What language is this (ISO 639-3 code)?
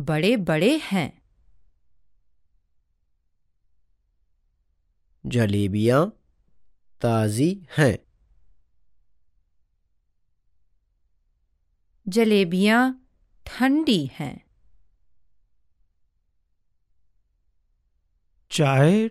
hin